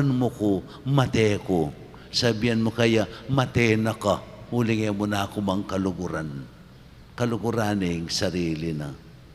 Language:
Pampanga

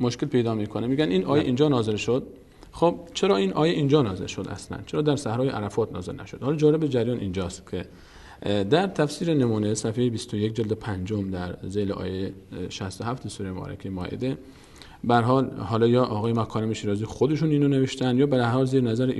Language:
Persian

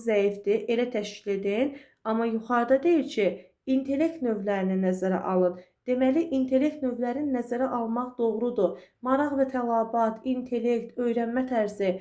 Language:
Azerbaijani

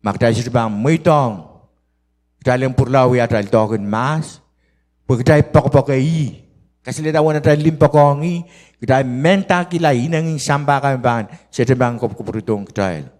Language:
Pohnpeian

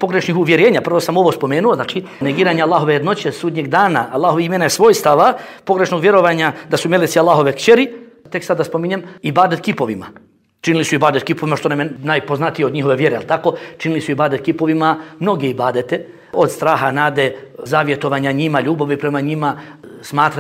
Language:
Bosnian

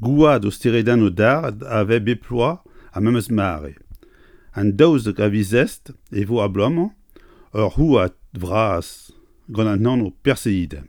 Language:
Breton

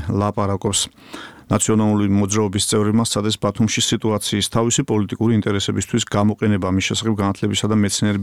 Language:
Georgian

